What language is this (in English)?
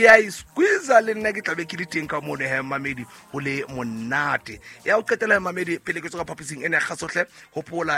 Southern Sotho